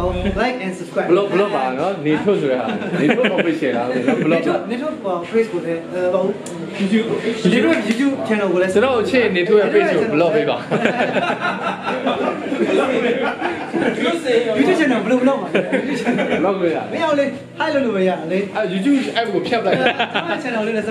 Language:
Burmese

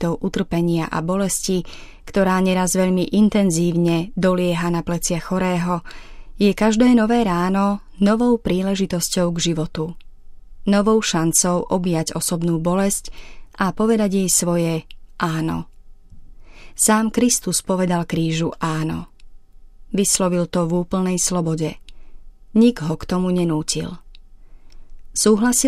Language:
Slovak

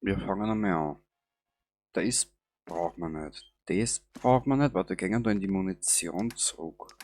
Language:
Bavarian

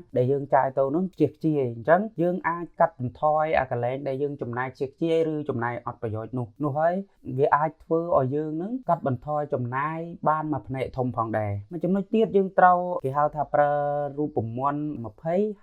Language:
Khmer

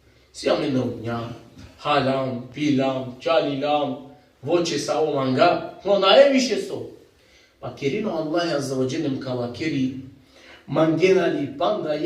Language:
Balkan Romani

